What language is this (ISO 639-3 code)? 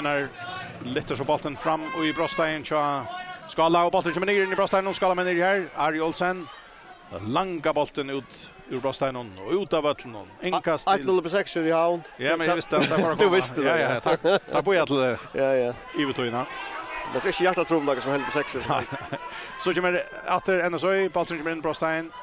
fao